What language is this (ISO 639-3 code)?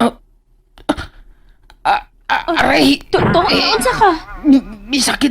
ceb